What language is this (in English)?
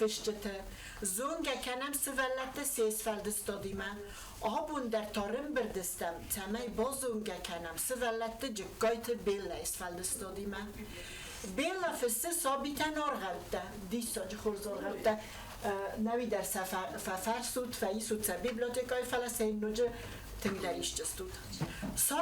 Ossetic